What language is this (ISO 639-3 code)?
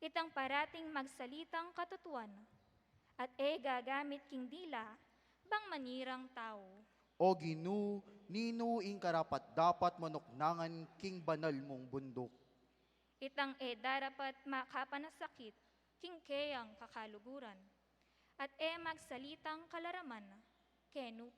pam